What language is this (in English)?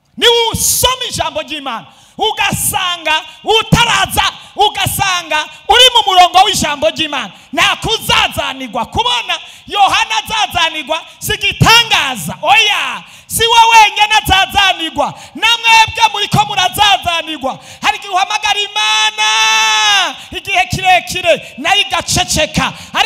Rundi